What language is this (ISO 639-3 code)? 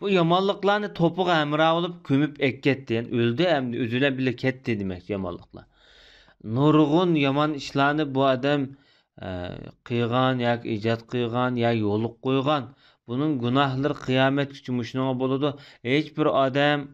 uig